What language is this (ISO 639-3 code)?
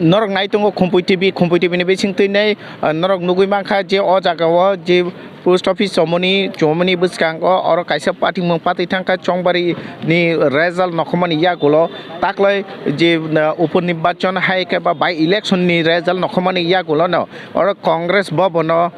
trp